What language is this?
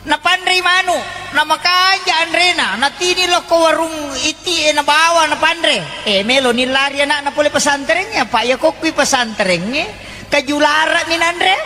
Buginese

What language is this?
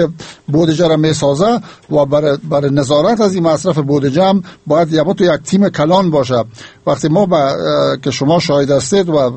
Persian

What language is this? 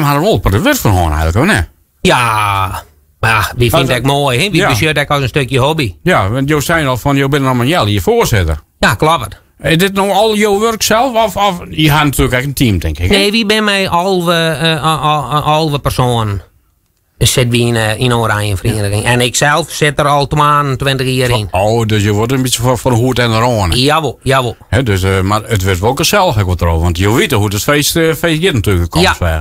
Western Frisian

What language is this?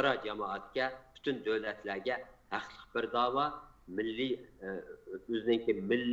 Uyghur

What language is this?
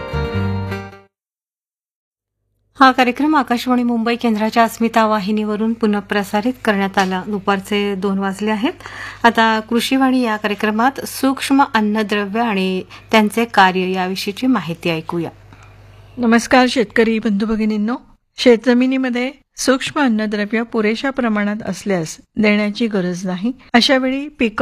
Marathi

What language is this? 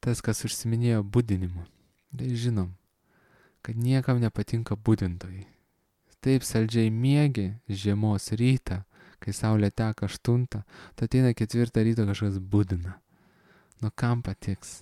Lithuanian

